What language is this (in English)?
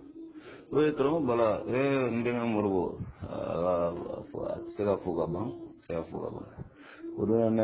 Bambara